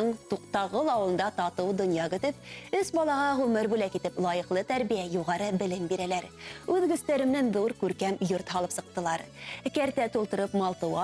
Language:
Bashkir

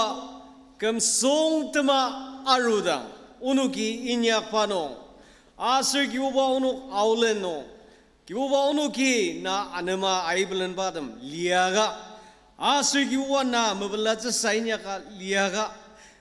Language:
Ao Naga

